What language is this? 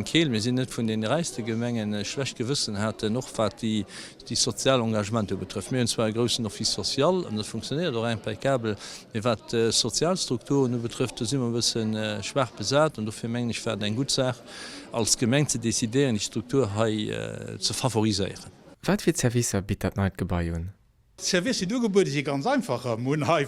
Luxembourgish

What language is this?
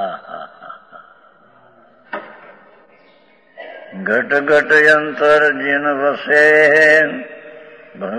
Gujarati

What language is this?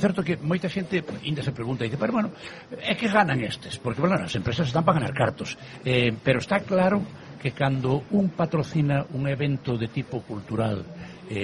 Galician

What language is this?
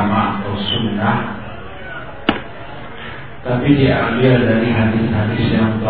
Indonesian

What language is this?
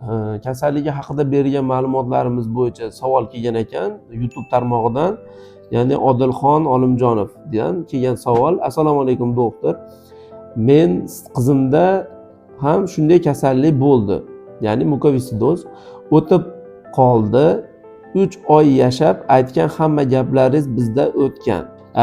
Uzbek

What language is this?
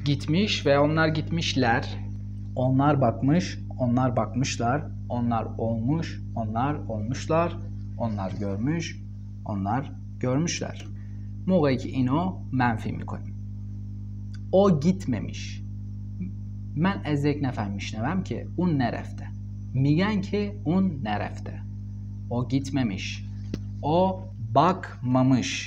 Persian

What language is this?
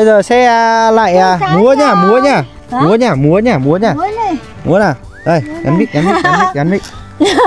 Vietnamese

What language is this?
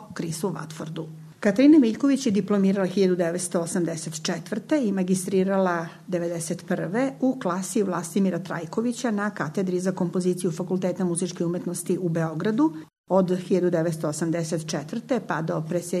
Serbian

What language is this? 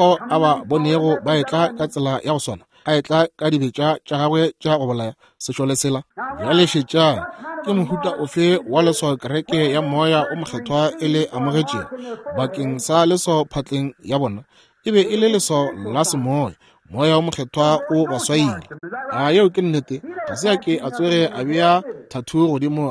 Northern Sotho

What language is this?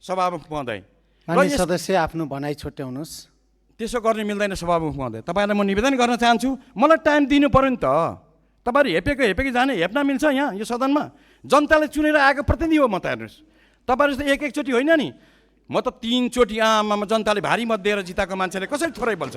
Nepali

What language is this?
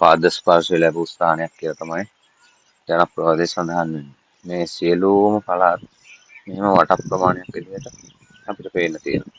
Sinhala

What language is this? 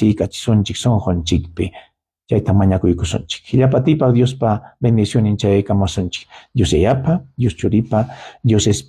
Ayacucho Quechua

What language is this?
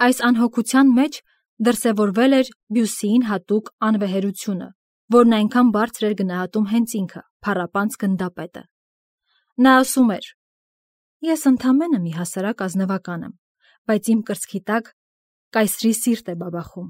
Armenian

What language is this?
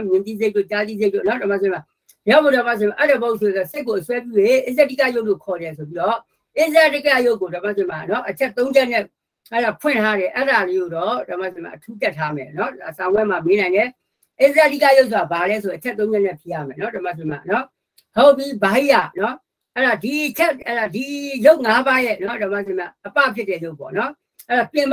Burmese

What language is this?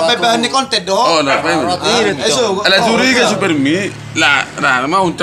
Batak Toba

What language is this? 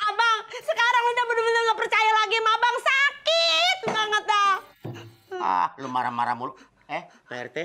Betawi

